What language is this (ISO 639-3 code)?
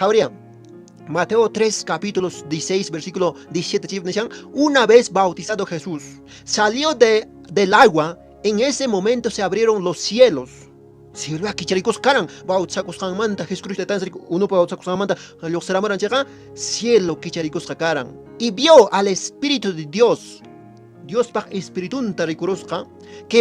que